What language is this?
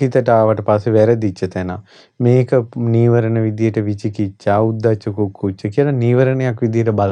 Sinhala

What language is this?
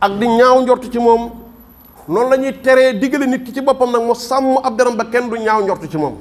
Wolof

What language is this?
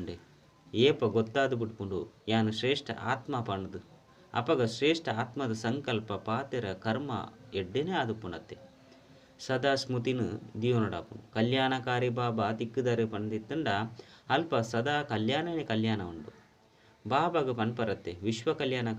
Tulu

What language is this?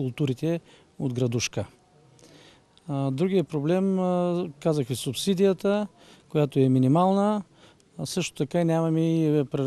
Bulgarian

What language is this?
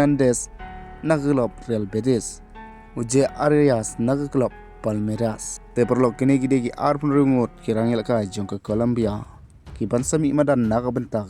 Khasi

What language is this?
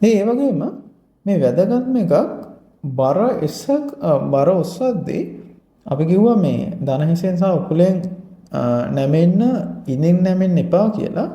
Sinhala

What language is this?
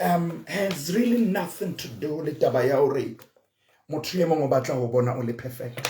Southern Sotho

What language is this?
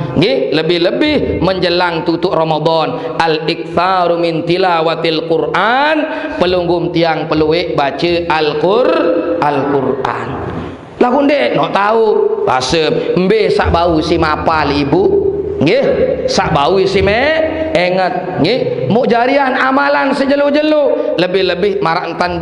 Sasak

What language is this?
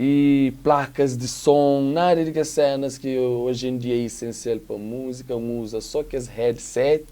Kabuverdianu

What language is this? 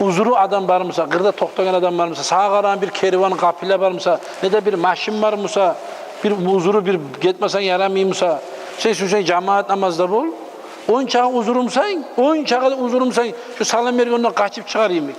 Kumyk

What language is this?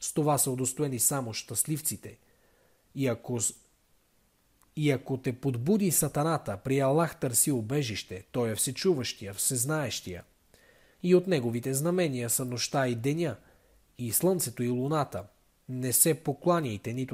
Bulgarian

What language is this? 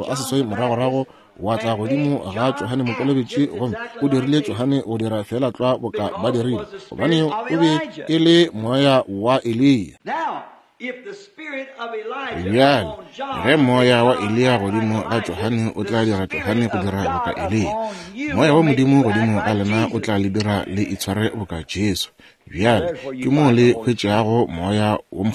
Northern Sotho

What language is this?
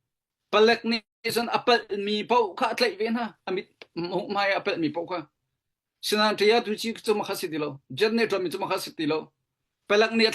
Hakha Chin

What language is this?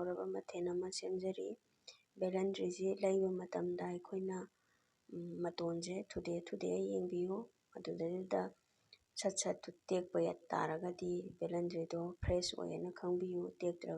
Manipuri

